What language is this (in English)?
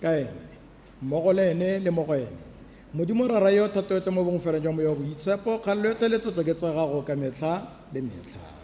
Tswana